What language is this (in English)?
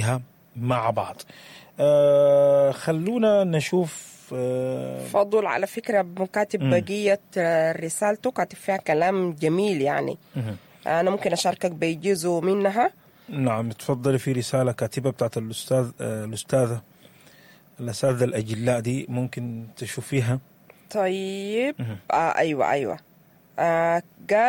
Sudanese Arabic